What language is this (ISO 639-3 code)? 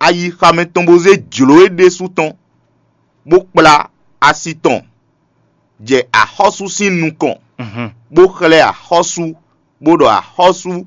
fon